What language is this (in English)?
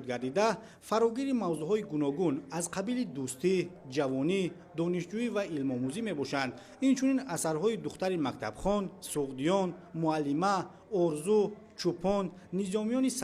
Tajik